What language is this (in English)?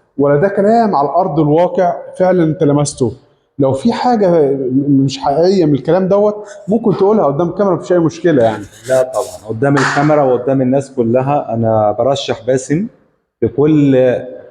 Egyptian Arabic